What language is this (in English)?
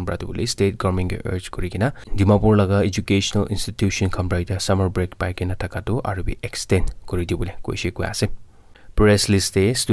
Naga Pidgin